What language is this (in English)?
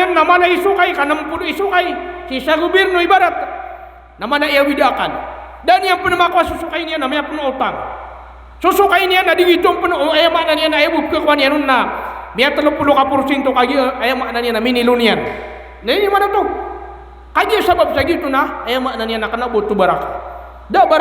Maranao